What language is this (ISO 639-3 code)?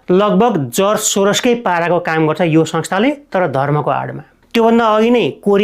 nep